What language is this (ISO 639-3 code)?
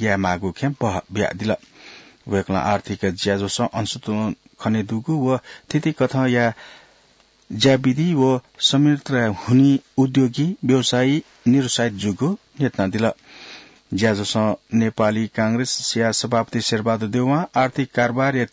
new